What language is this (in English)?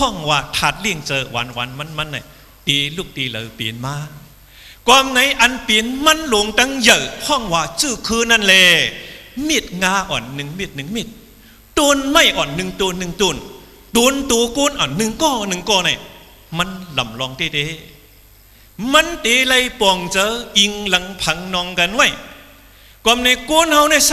Shan